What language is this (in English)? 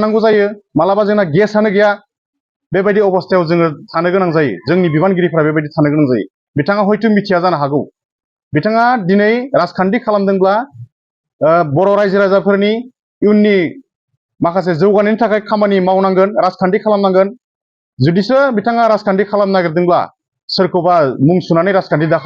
Bodo